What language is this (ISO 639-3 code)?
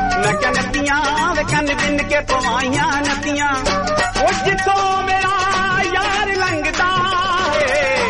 pan